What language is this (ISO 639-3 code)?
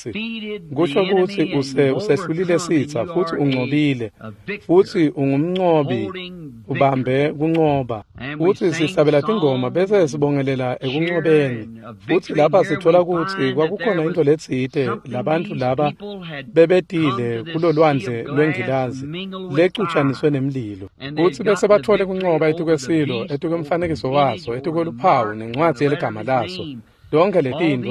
ssw